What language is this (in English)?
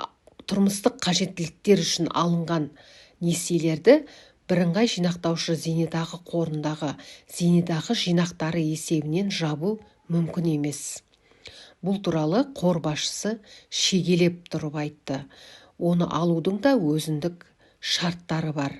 Kazakh